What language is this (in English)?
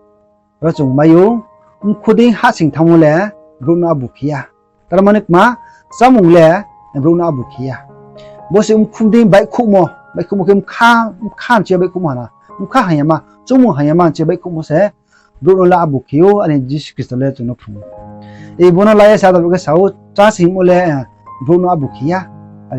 Riang (India)